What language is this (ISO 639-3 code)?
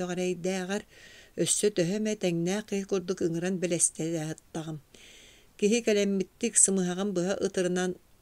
sah